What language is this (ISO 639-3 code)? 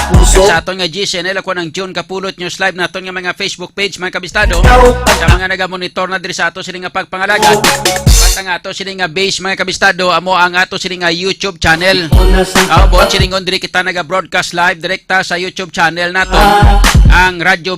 hil